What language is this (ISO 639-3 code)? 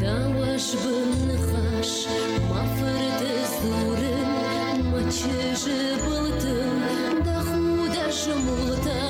oss